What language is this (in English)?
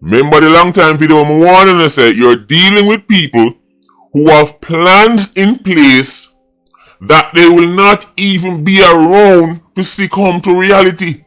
Jamaican Creole English